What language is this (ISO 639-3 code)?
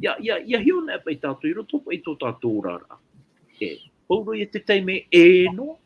tah